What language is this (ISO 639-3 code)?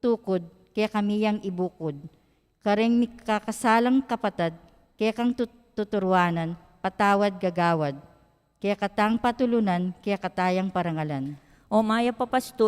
pam